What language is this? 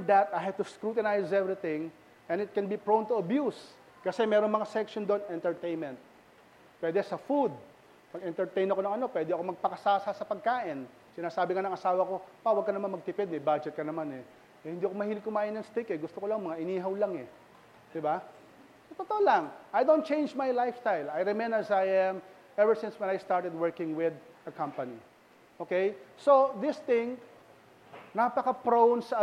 Filipino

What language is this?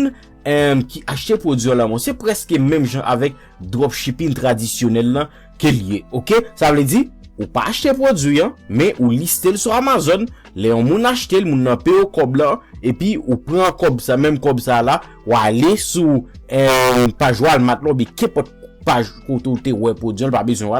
Haitian Creole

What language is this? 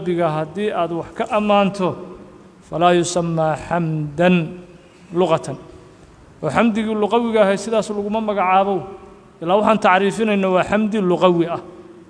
Somali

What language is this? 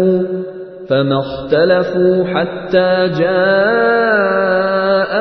Pashto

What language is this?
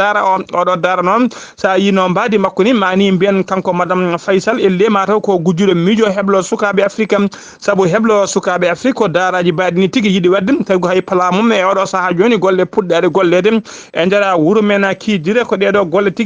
Fula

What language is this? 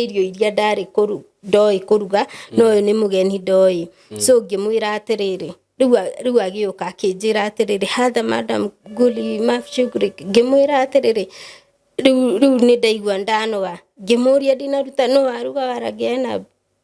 Kikuyu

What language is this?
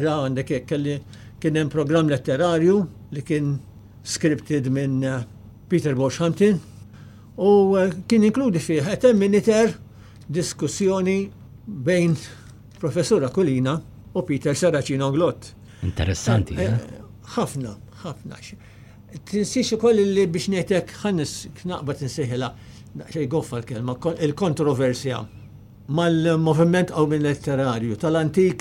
Maltese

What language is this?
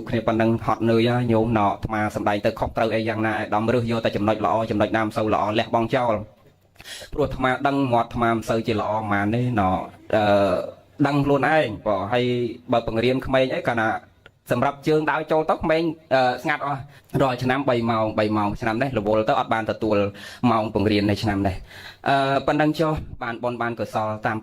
Khmer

